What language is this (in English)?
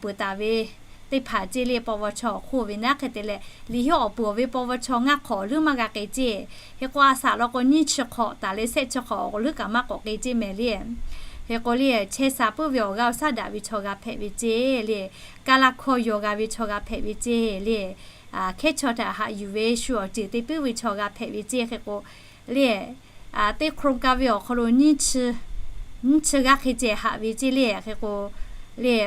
Lahu